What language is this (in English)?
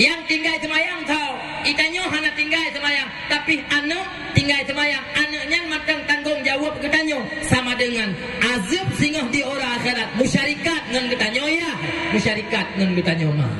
Achinese